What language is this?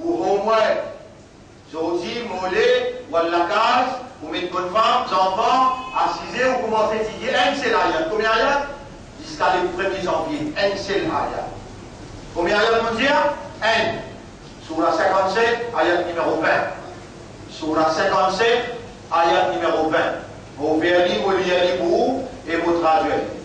Morisyen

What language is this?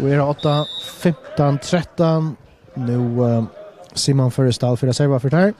Faroese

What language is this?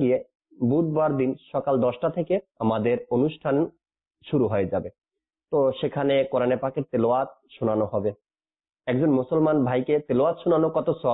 Bangla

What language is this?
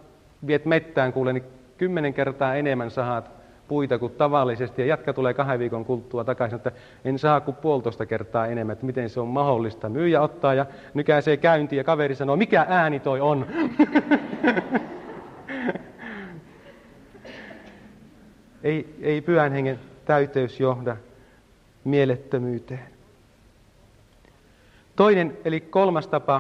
Finnish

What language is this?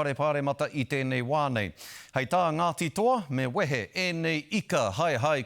Māori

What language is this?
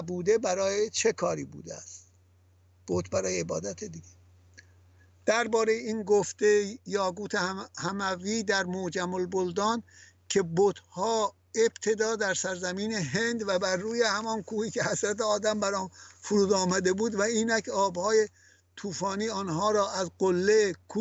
Persian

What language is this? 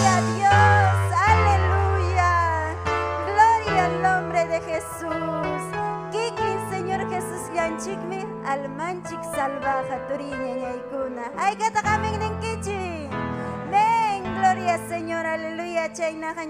Ayacucho Quechua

